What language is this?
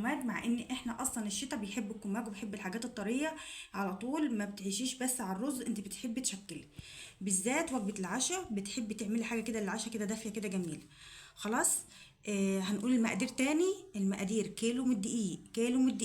Egyptian Arabic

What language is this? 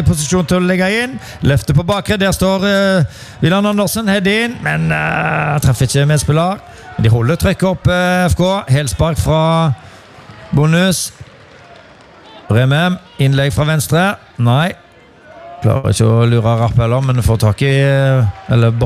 Norwegian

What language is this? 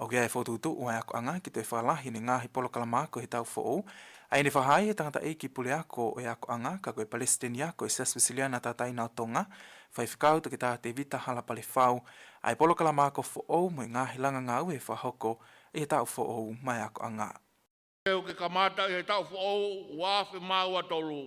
Tongan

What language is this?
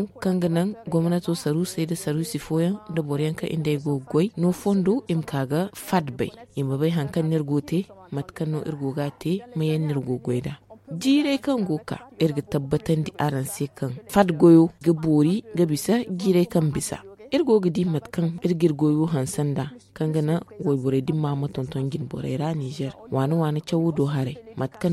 Zarma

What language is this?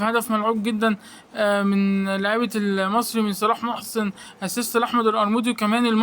Egyptian Arabic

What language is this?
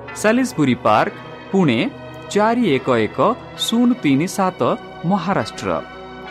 Odia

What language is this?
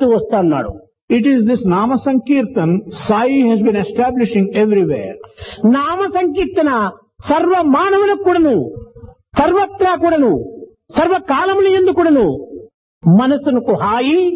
Telugu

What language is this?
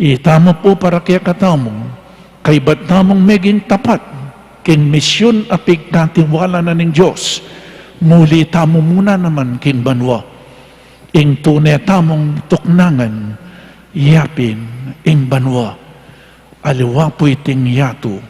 Pampanga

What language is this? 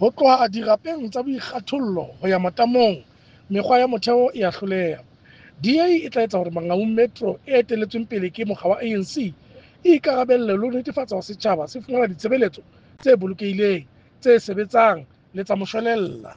Southern Sotho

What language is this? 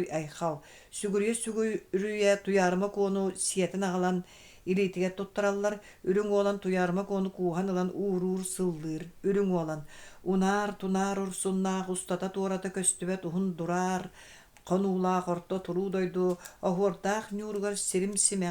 Yakut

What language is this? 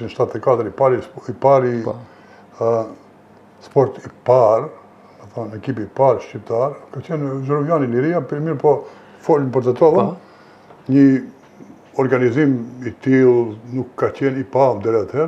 Albanian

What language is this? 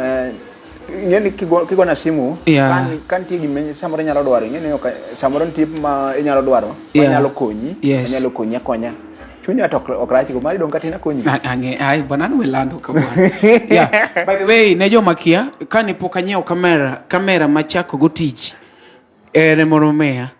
Luo (Kenya and Tanzania)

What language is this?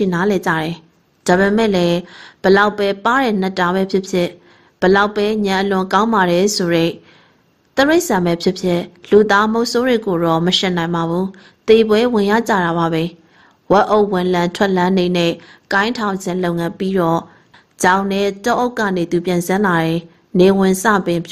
Burmese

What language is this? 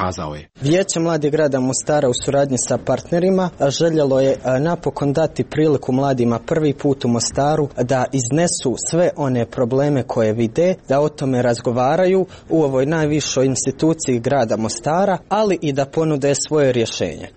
Croatian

